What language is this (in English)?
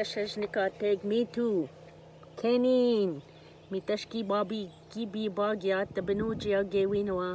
Ojibwa